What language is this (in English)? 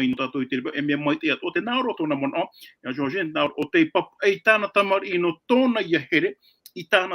Tahitian